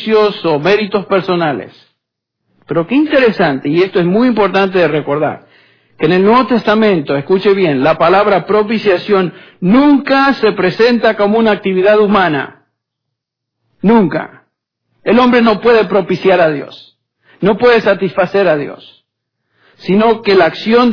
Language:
Spanish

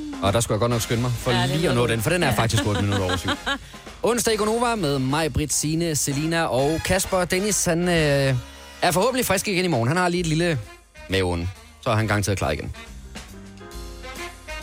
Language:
Danish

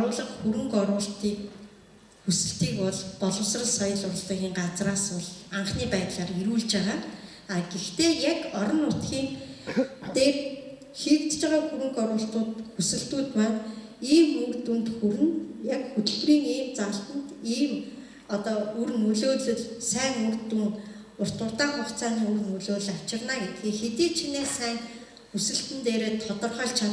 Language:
Mongolian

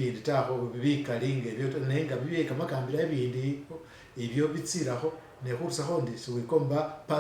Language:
Masaaba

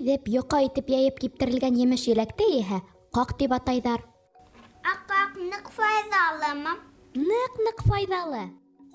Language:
Bashkir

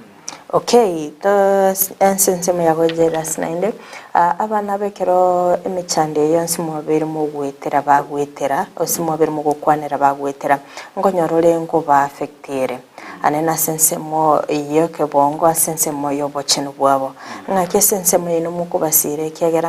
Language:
Gusii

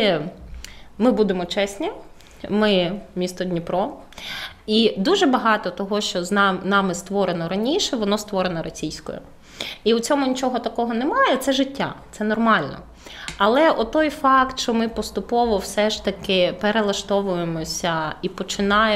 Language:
Ukrainian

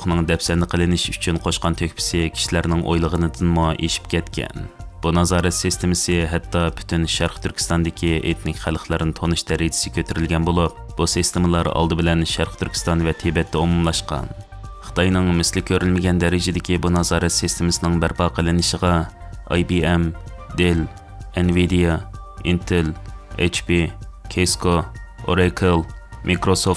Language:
Uyghur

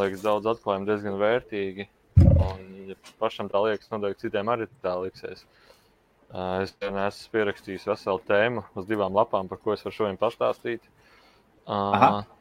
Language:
Latvian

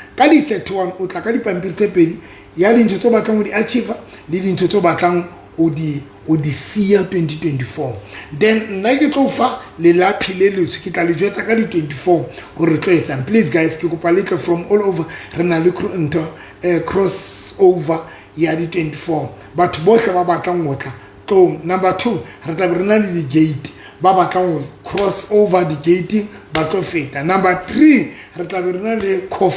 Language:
Southern Sotho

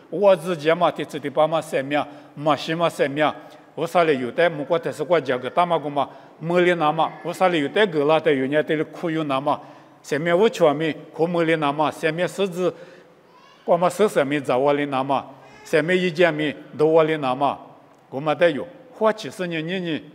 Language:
Lisu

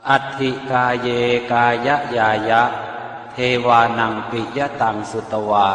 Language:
Pali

